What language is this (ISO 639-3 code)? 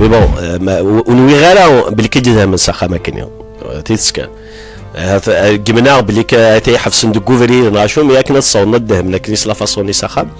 kab